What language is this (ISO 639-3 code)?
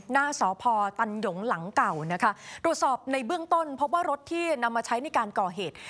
tha